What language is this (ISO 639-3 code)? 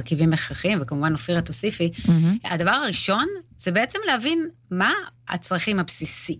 heb